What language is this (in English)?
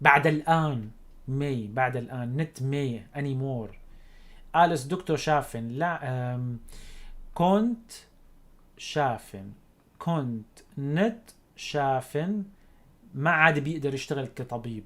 North Levantine Arabic